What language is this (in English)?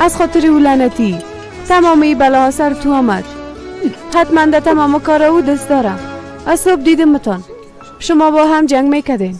Persian